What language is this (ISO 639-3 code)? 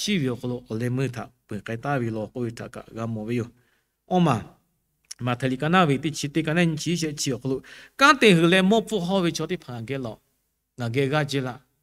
lhu